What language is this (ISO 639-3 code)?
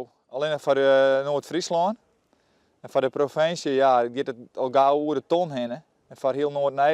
fry